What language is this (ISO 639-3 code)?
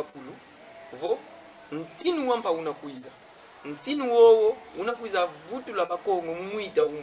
kon